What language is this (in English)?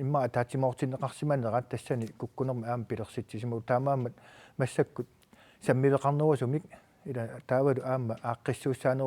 Kalaallisut